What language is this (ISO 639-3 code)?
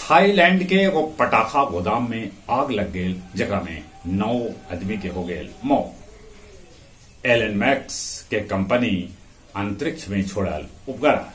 mag